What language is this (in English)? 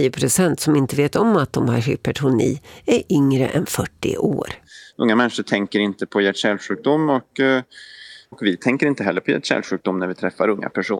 Swedish